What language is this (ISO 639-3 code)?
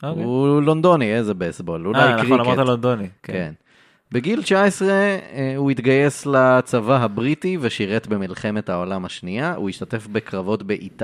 heb